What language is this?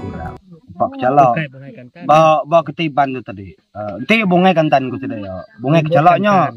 Iban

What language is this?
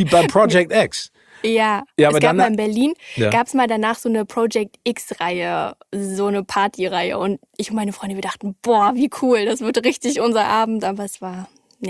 German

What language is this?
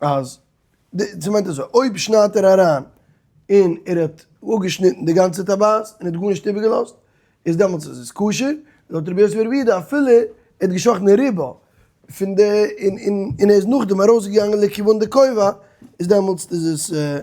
Yiddish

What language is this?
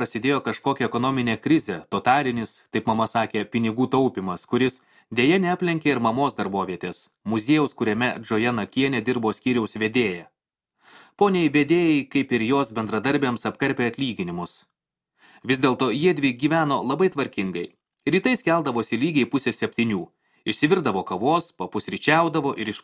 Lithuanian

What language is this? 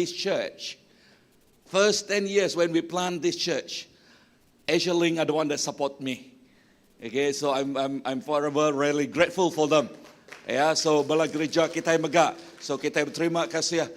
Iban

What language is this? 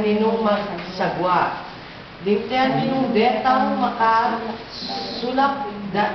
Pampanga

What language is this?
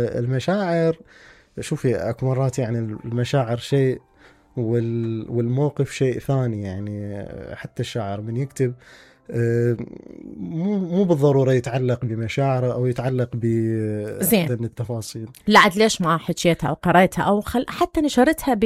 Mesopotamian Arabic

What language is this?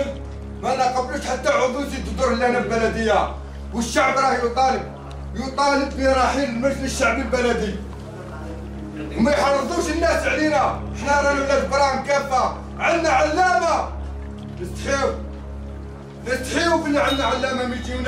Algerian Arabic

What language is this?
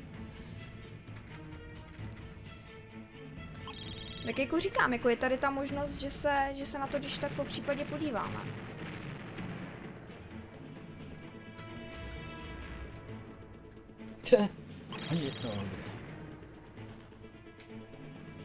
Czech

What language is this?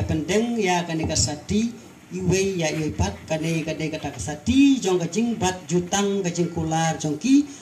Khasi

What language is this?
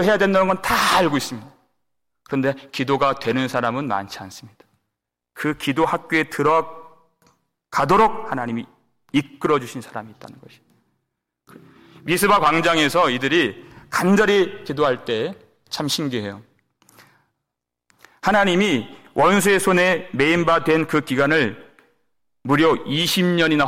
Korean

